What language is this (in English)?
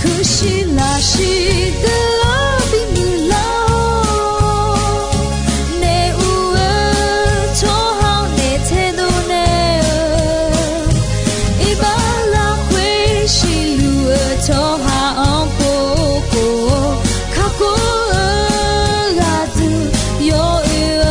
Akha